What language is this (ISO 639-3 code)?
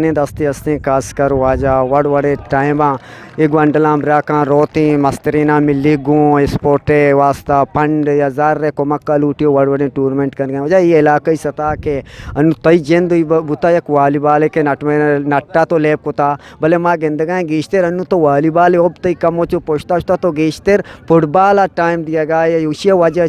bgp